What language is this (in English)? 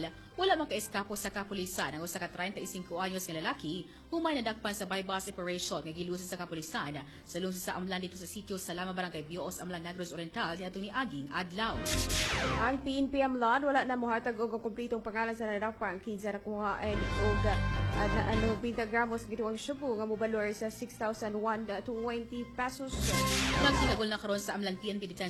Cebuano